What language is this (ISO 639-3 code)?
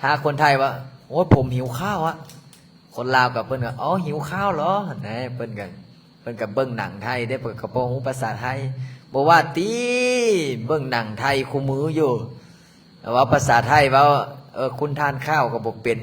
lao